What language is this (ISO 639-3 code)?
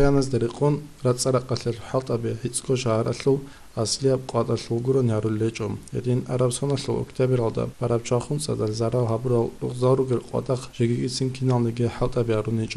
ava